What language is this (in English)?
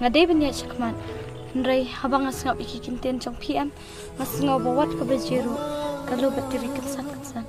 Khasi